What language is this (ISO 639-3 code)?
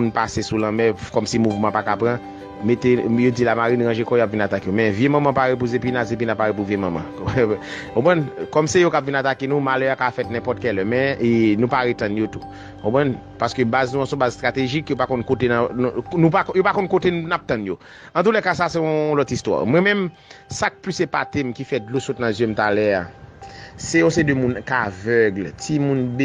hat